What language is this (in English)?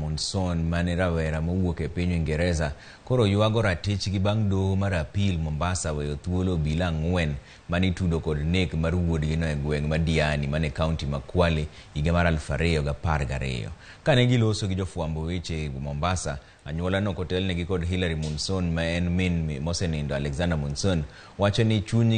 Luo (Kenya and Tanzania)